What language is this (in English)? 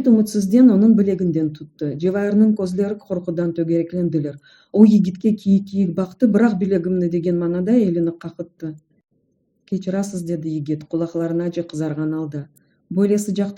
Crimean Tatar